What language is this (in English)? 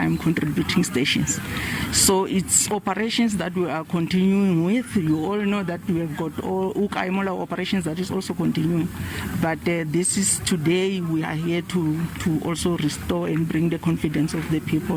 Southern Sotho